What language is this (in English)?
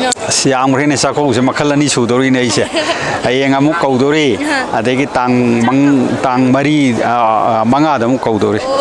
Manipuri